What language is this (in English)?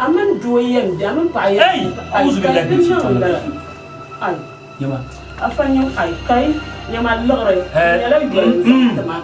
Dagbani